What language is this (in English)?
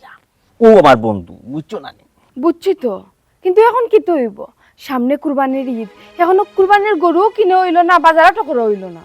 Sylheti